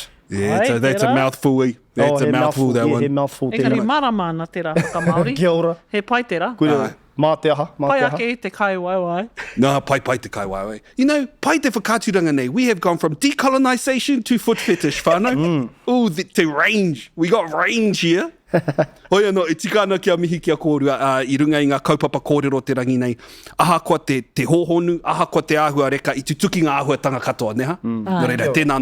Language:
Māori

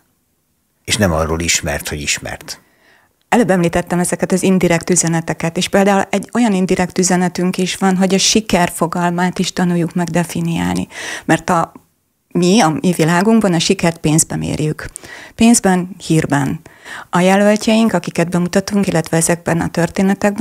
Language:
Hungarian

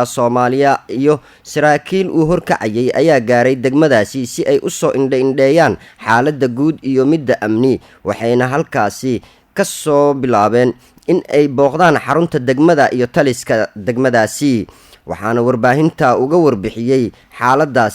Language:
Somali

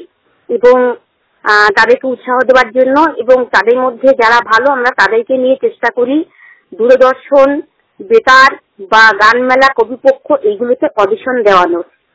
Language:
Bangla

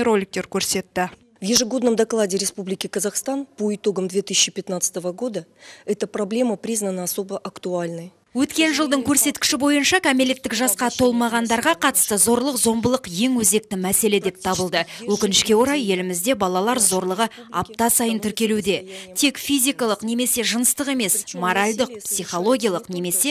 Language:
Kazakh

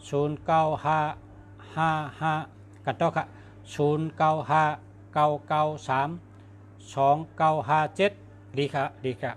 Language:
Shan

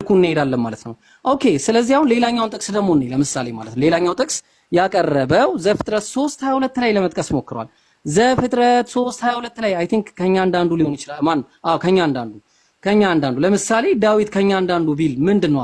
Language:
Amharic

